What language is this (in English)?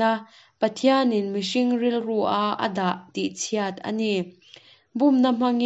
Mizo